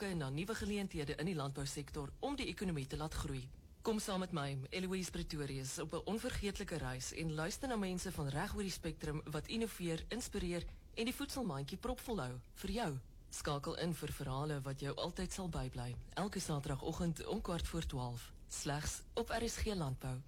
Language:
Afrikaans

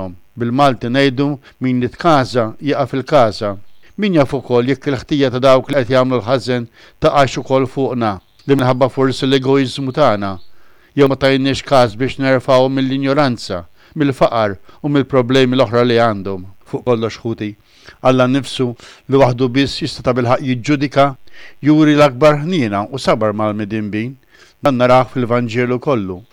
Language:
Maltese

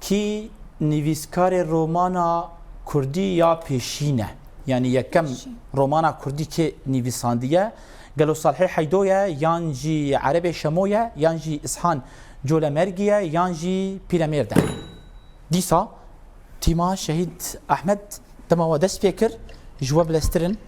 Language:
Kurdish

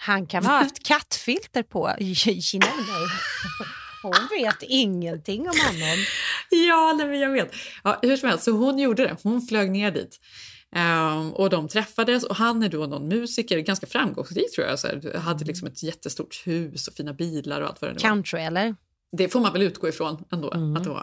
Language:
Swedish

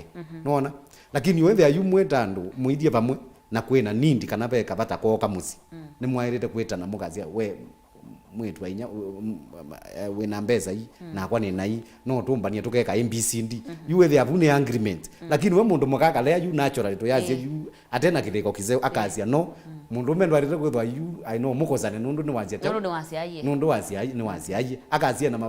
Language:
Kamba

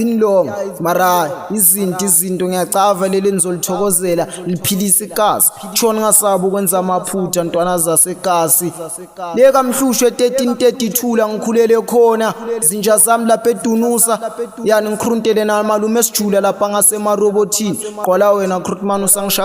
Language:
Zulu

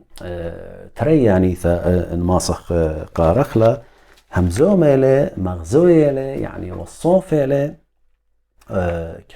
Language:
Assyrian Neo-Aramaic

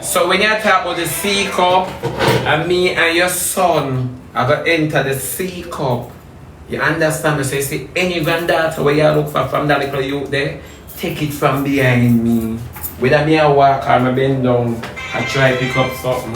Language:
Jamaican Creole English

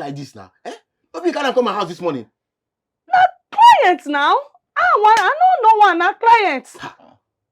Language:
Nigerian Pidgin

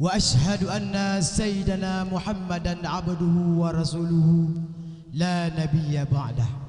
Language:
Achinese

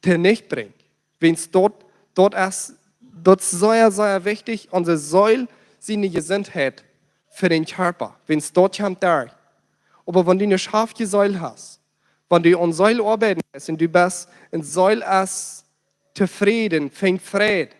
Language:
Plautdietsch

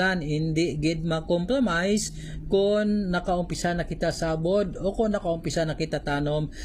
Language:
Hiligaynon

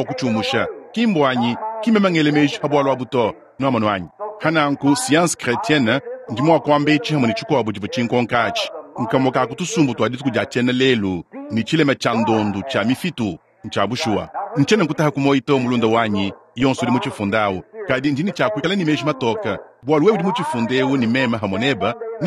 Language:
Luba-Lulua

